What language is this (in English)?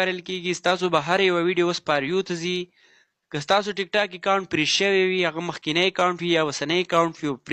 Pashto